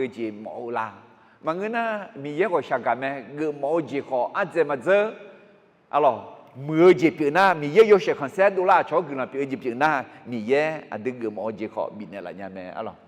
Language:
Akha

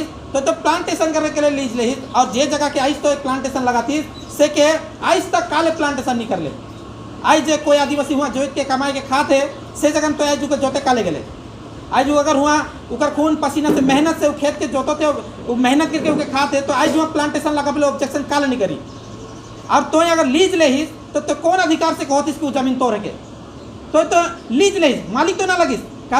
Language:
Sadri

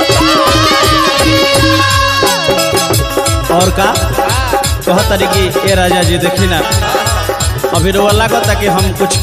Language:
Bhojpuri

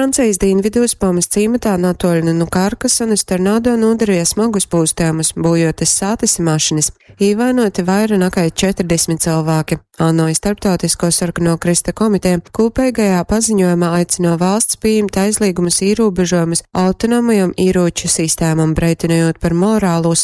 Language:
Latgalian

